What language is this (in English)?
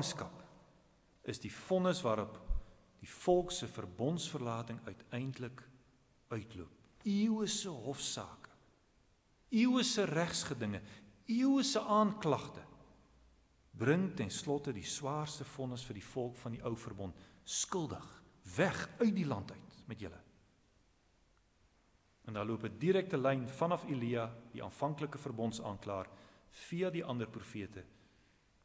Afrikaans